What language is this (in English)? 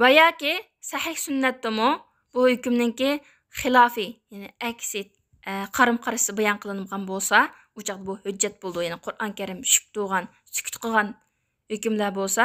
Uyghur